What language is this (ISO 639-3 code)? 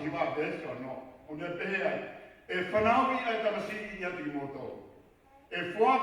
ton